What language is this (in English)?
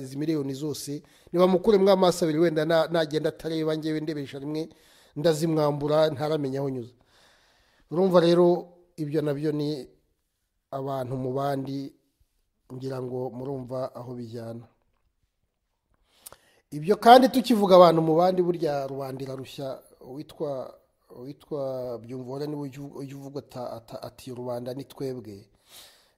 Kinyarwanda